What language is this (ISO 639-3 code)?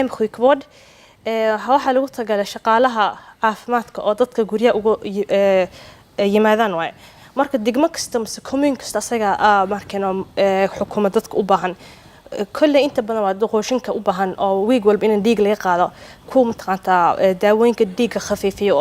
som